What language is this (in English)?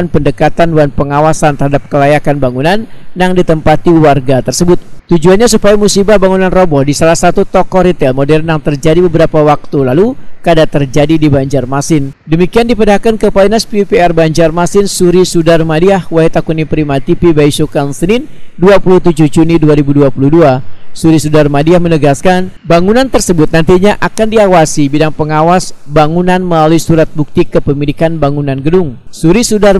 Banjar